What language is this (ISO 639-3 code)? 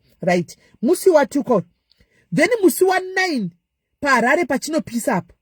sna